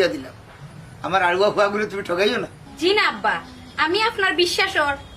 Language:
Sylheti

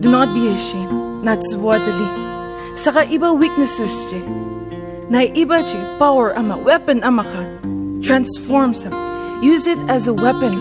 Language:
Ao Naga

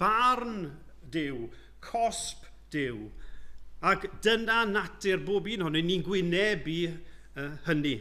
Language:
Welsh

